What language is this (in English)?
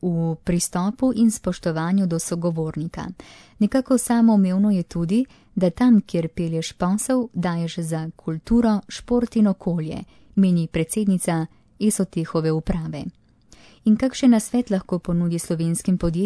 Slovenian